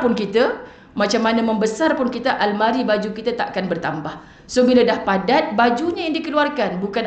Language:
Malay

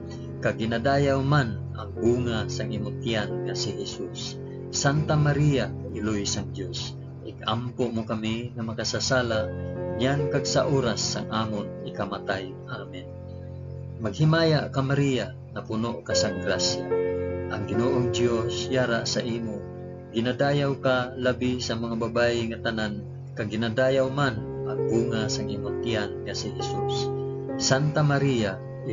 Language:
Hiligaynon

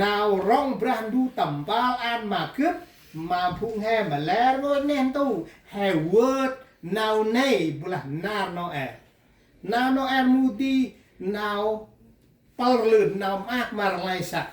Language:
Central Mnong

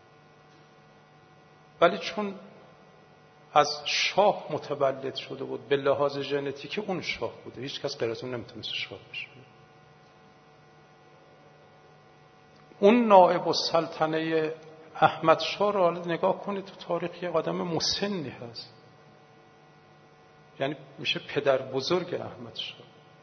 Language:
Persian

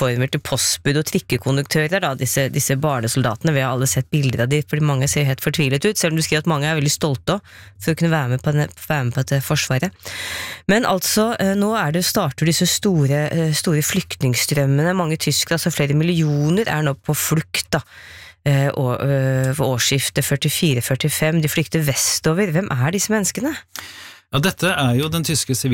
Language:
Norwegian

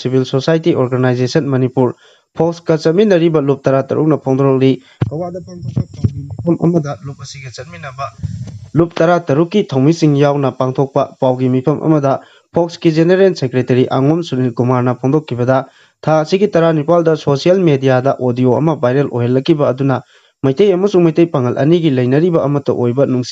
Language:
Manipuri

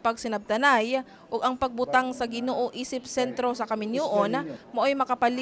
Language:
Cebuano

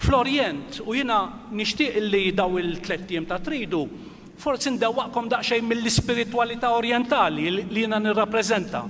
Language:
Maltese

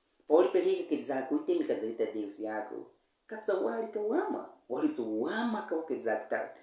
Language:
Baniwa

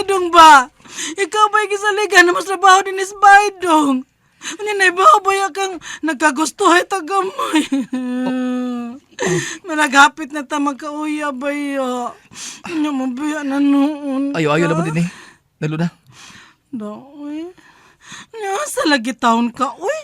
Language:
Cebuano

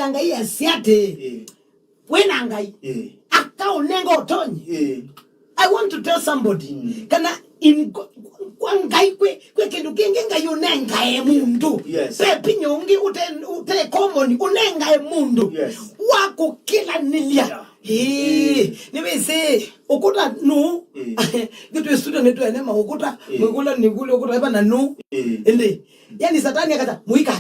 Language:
Kamba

